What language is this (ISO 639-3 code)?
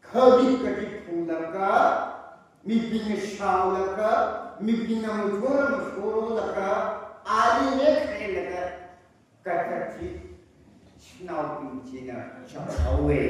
nmf